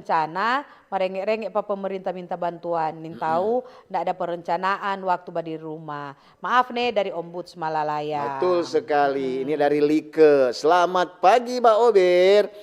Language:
Manado Malay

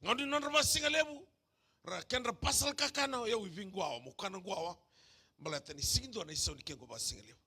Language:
Fijian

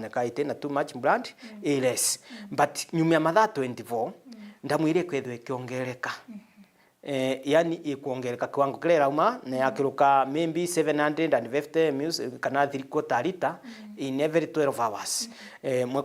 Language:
Meru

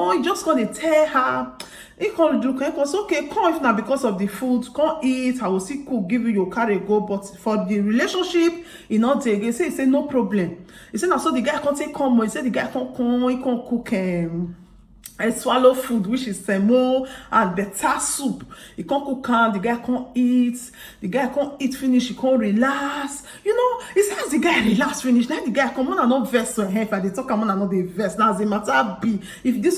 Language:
Nigerian Pidgin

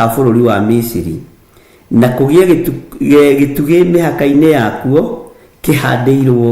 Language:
Kikuyu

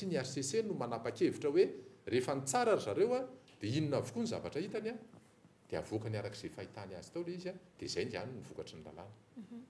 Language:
Malagasy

